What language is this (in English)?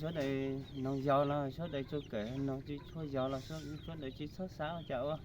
Hmong